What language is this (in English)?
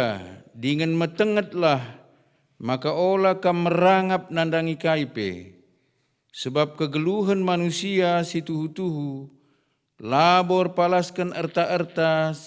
Batak Karo